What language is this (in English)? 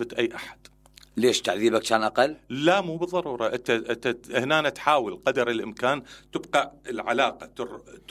Mesopotamian Arabic